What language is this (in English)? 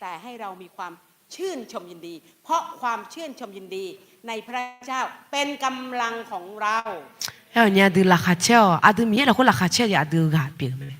Akha